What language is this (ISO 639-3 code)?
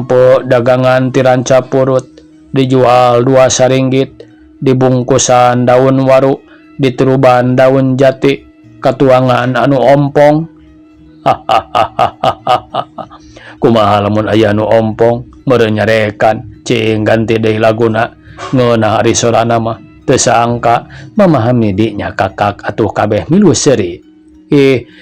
sun